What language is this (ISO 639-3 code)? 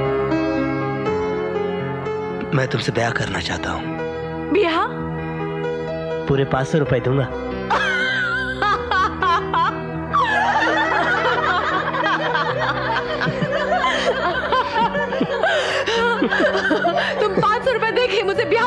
hin